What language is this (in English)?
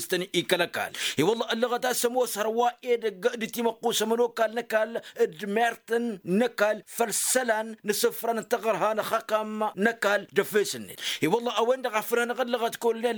Tamasheq